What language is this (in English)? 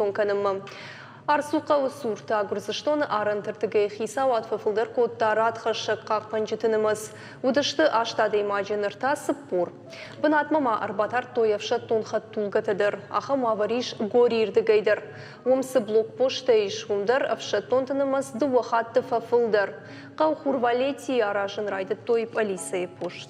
Ossetic